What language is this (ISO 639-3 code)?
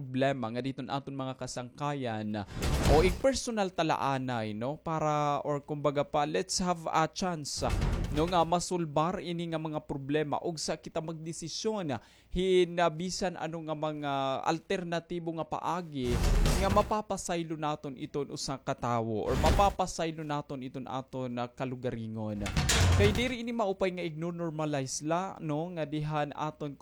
war